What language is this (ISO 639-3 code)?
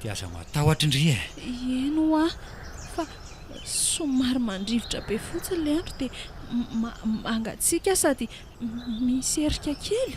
mlg